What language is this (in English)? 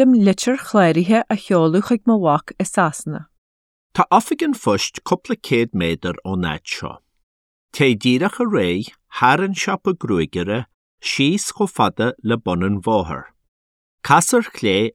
Irish